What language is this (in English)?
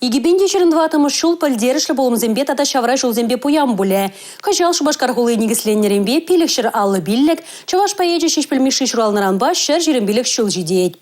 Chuvash